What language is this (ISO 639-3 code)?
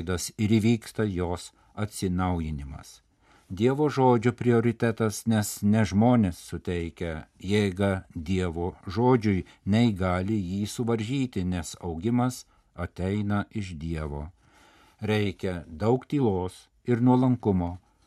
lit